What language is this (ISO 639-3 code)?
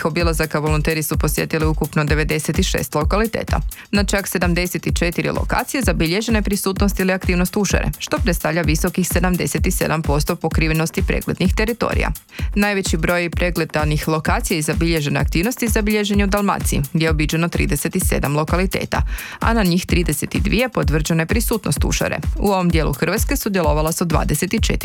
hrv